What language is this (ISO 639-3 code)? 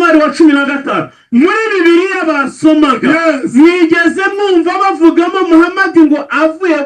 kin